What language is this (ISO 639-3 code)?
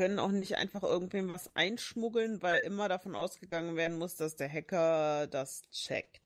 deu